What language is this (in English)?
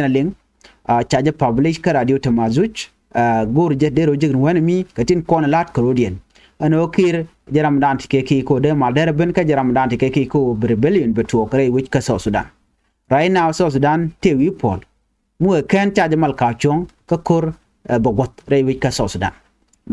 Nuer